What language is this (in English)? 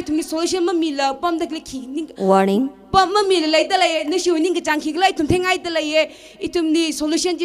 Tangkhul Naga (India)